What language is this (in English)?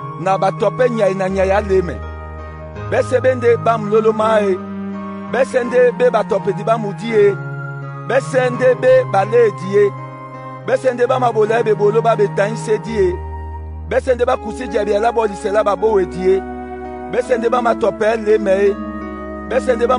Duala